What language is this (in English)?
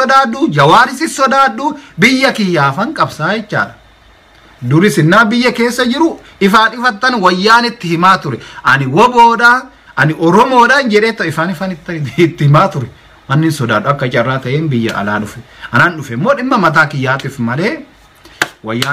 Oromo